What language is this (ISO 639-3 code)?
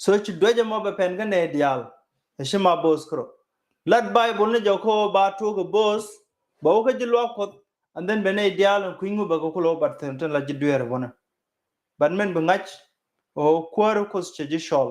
nus